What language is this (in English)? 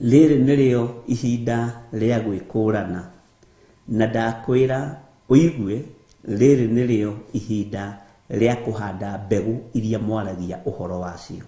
Kikuyu